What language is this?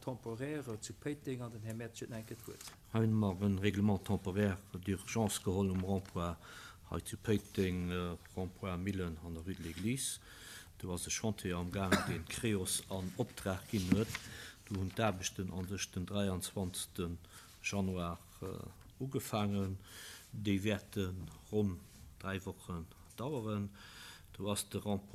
Luxembourgish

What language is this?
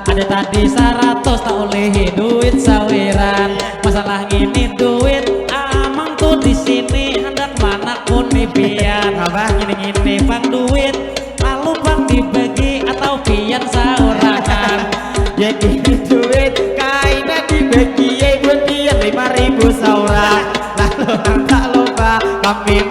Banjar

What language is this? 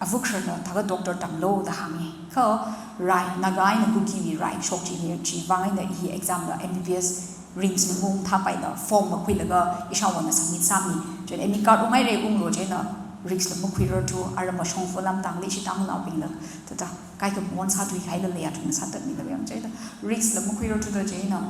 Tangkhul Naga (India)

